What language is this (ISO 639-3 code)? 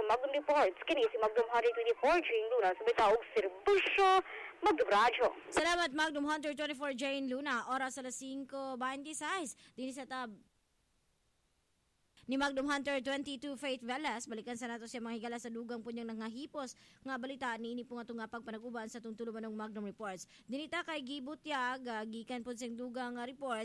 ceb